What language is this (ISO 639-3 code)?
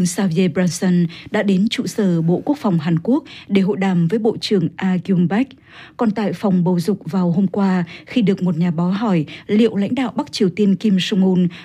vie